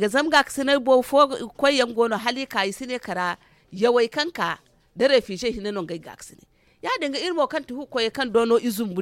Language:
Zarma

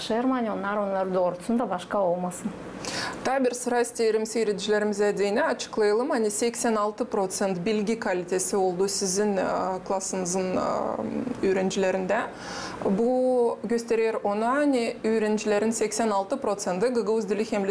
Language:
Gagauz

